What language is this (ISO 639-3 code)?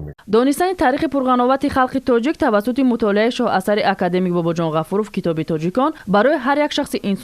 tgk